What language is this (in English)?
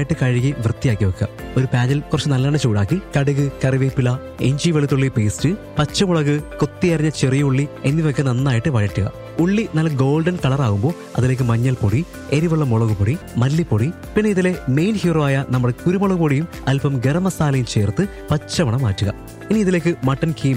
Malayalam